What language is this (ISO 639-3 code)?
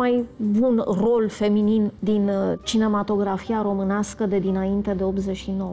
ron